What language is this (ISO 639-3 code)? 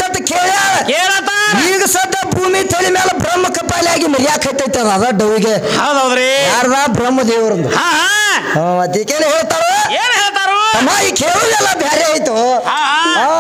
kan